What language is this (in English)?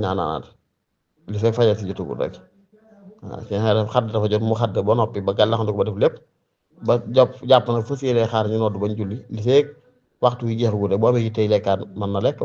Wolof